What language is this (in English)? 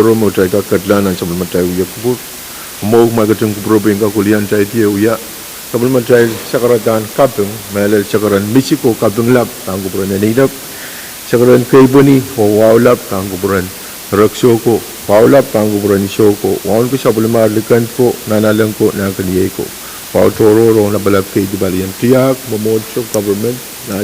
Pohnpeian